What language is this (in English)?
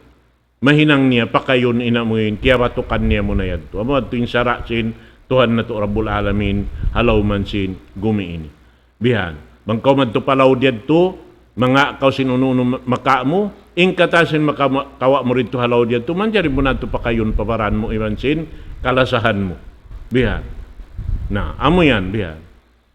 Tausug